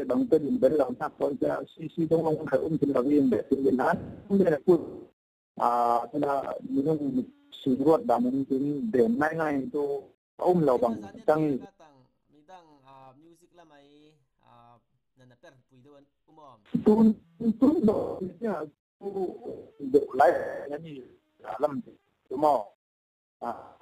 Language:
Falam Chin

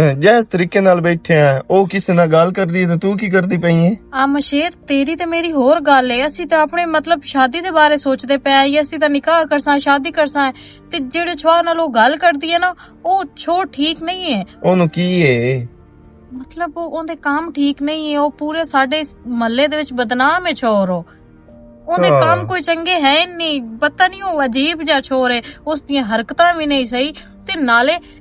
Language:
Western Panjabi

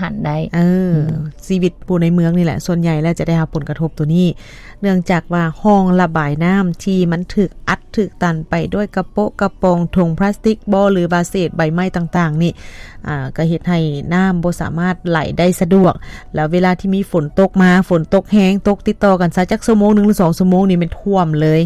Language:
Lao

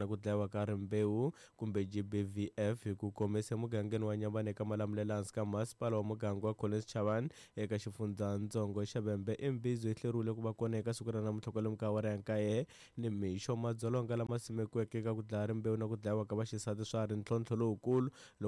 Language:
Tsonga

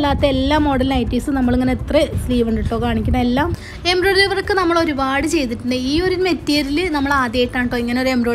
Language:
Malayalam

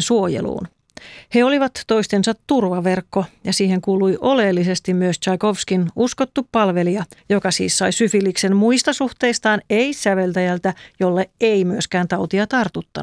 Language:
Finnish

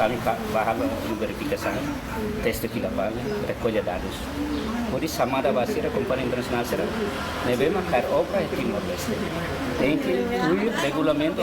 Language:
Tetum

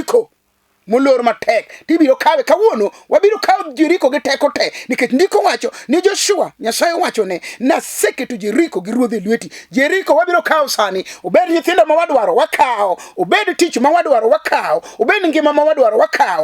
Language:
Luo (Kenya and Tanzania)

